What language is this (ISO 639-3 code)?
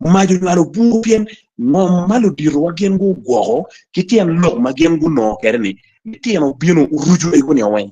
ach